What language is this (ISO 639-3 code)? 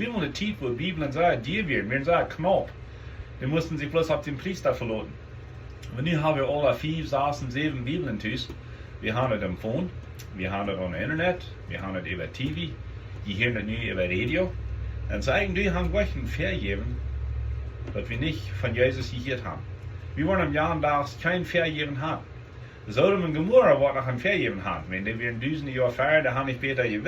pdt